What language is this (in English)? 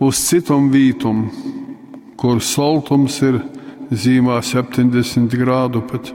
Latgalian